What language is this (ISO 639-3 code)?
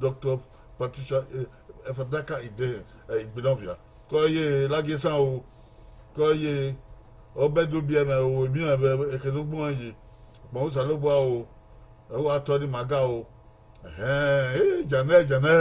bin